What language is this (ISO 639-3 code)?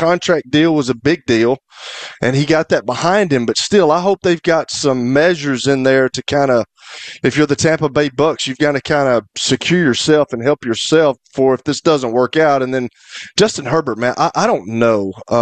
eng